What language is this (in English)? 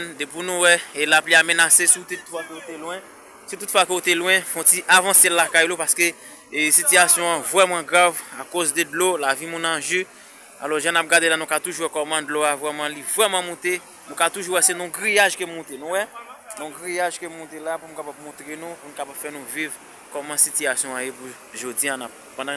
Haitian Creole